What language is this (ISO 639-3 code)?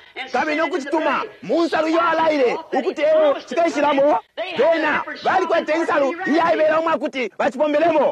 bem